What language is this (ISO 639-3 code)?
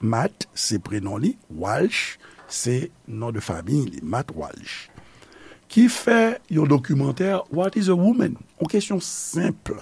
hat